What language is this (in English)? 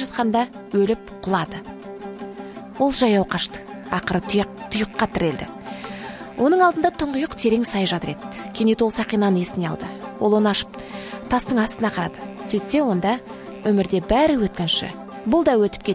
Kazakh